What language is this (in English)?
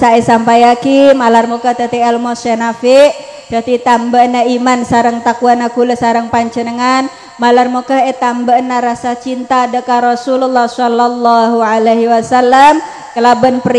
Madurese